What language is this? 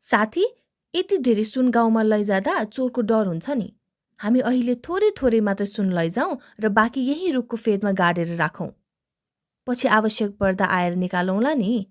Nepali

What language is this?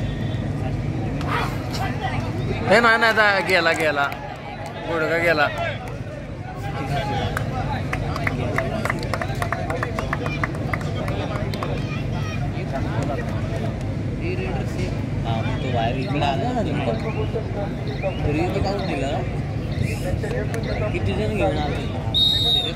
Marathi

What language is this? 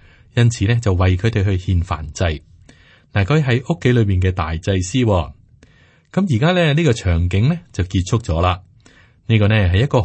Cantonese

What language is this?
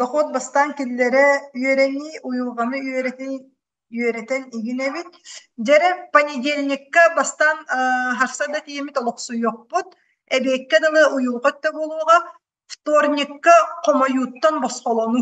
Yakut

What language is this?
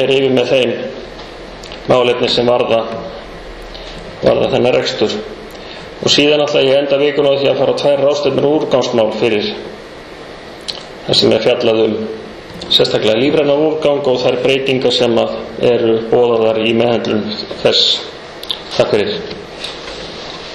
Icelandic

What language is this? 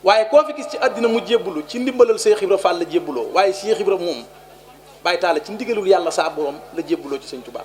Wolof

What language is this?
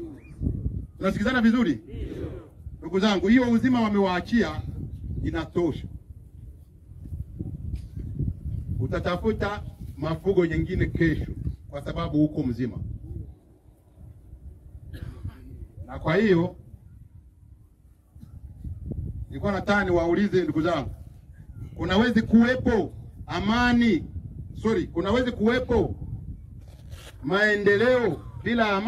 Swahili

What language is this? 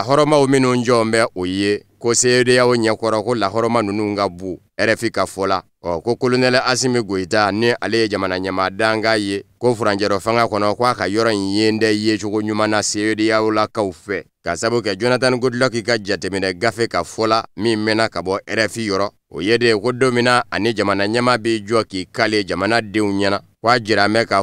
Bambara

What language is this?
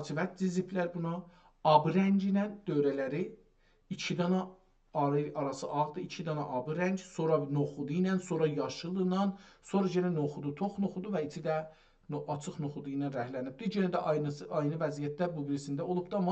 South Azerbaijani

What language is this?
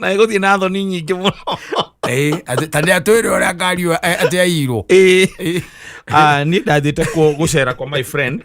Kikuyu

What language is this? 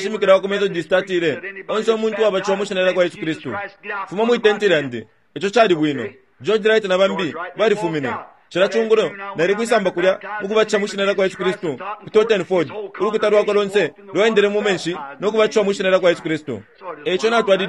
Bemba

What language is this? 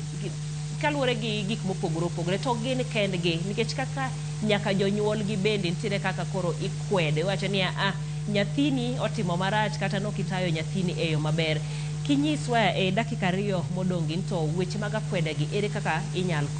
Luo (Kenya and Tanzania)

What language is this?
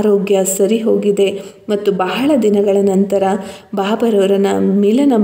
Kannada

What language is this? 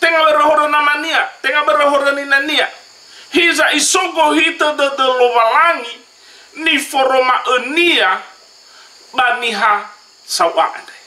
Nias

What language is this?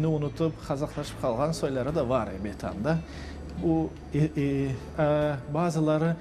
Crimean Tatar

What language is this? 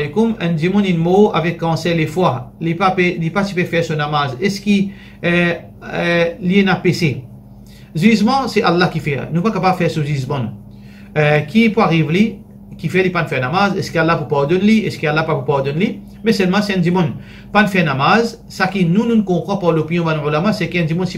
Morisyen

